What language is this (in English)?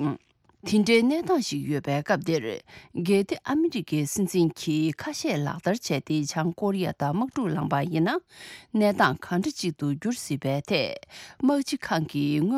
Tibetan